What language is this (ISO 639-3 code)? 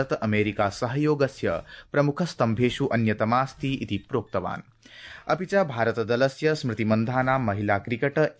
san